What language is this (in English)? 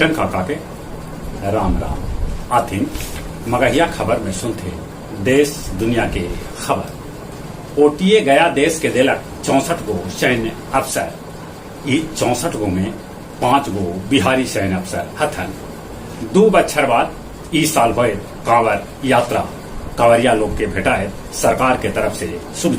Magahi